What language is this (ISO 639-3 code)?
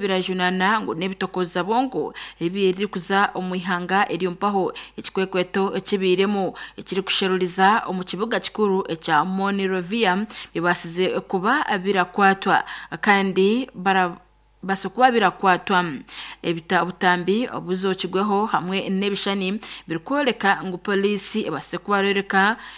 nyn